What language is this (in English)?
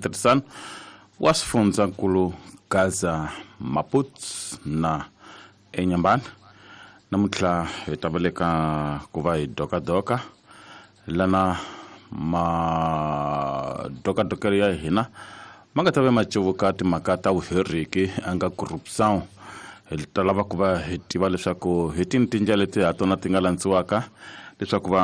Tsonga